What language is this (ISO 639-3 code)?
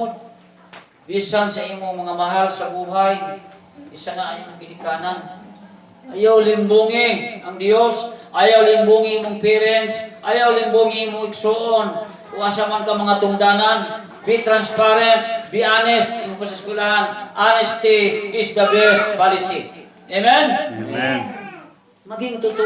ceb